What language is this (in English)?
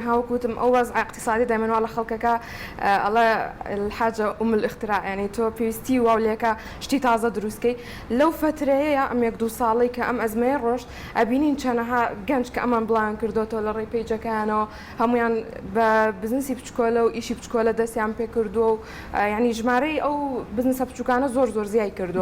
Central Kurdish